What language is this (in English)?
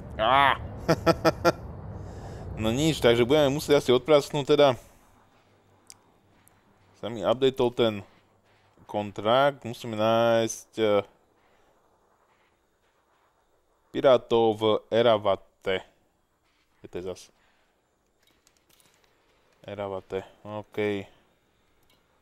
Slovak